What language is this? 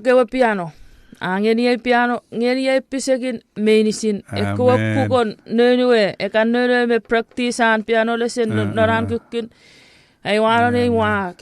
Chuukese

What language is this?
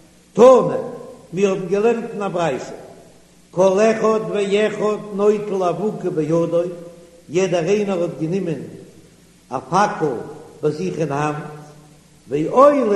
Yiddish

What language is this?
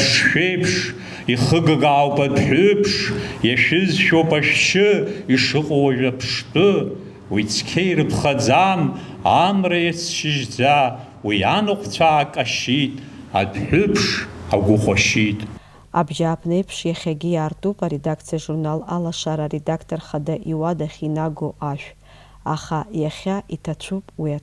Abkhazian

